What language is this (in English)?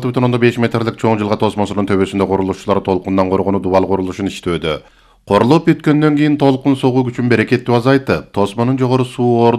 Kyrgyz